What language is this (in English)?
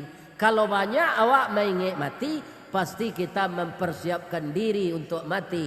Minangkabau